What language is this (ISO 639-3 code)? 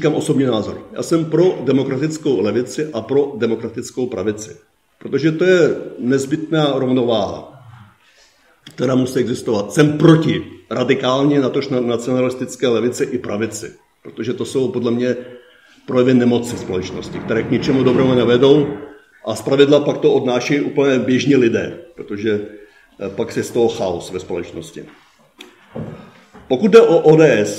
ces